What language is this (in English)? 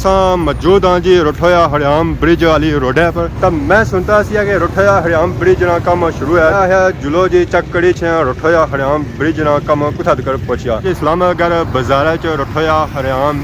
Pahari-Potwari